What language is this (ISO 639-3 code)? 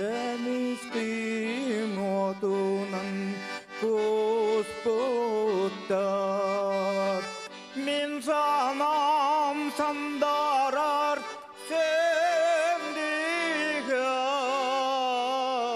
sah